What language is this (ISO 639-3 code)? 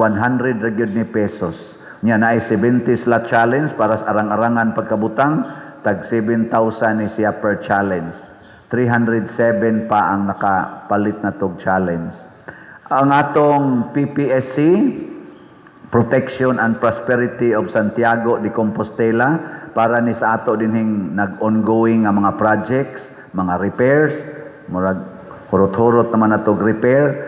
ceb